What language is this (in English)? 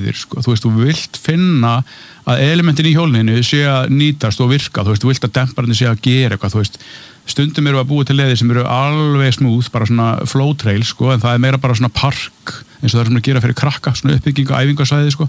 Icelandic